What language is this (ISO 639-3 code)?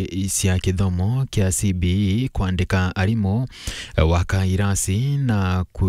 mer